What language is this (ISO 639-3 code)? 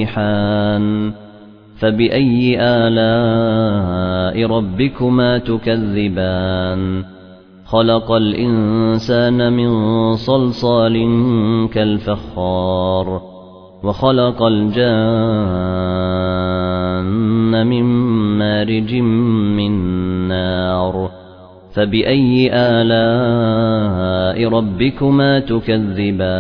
ara